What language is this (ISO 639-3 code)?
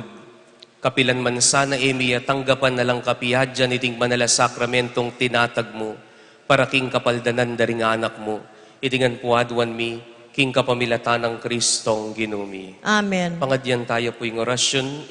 pam